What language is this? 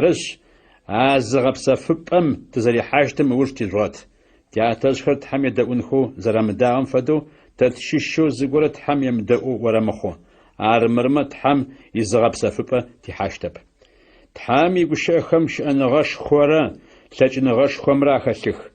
Adyghe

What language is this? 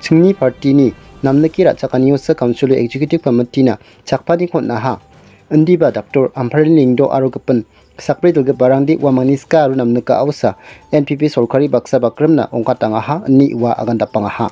Garo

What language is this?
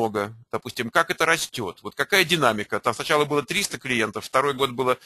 Russian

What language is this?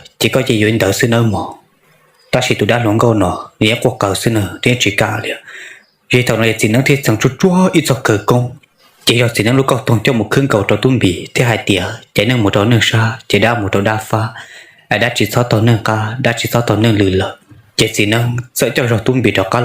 Hmong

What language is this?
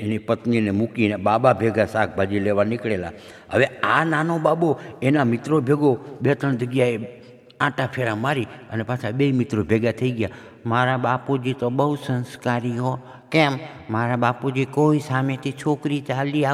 Gujarati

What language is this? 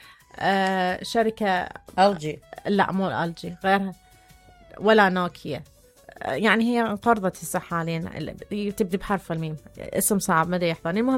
Mesopotamian Arabic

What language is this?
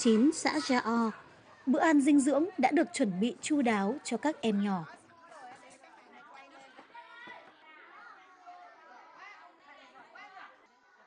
Vietnamese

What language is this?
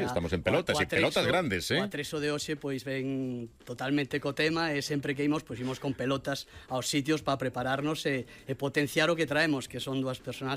Galician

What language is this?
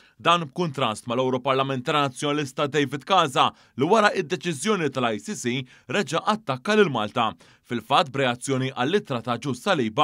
Maltese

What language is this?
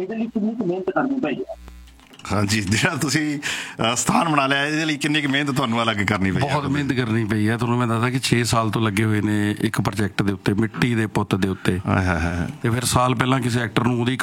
Punjabi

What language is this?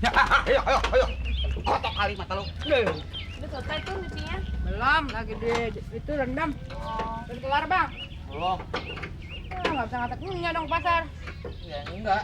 Betawi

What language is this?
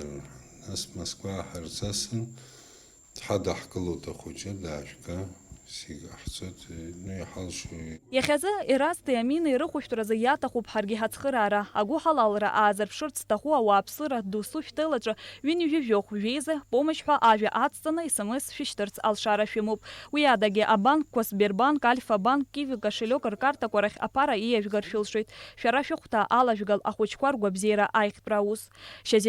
Abkhazian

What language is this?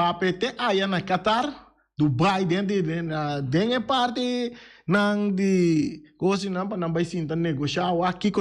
Papiamento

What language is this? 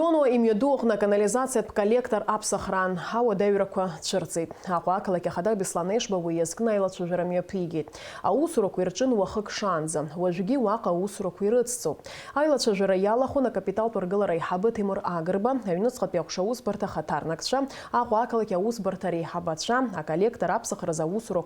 Abkhazian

